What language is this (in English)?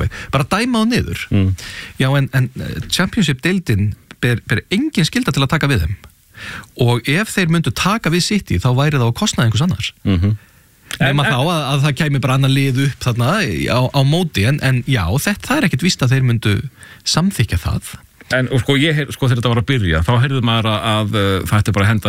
Icelandic